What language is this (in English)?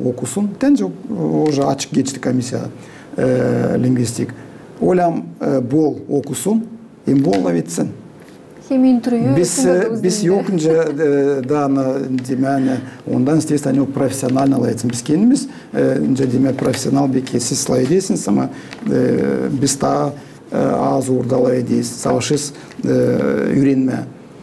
Gagauz